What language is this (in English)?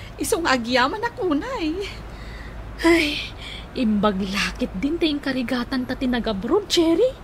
Iloko